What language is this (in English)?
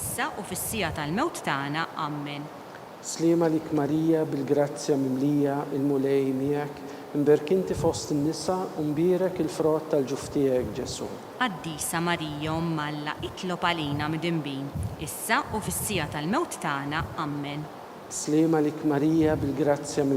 Maltese